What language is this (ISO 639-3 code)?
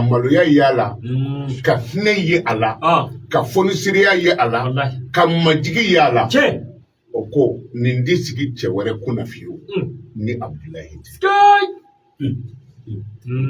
bam